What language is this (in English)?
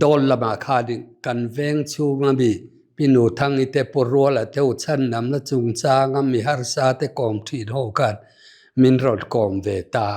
Mizo